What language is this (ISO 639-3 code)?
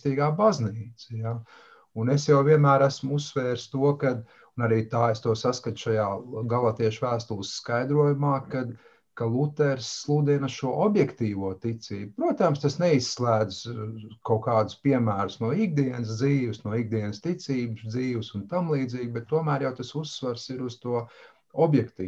lav